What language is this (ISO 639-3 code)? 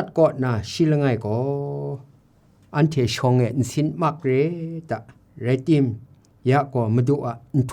kac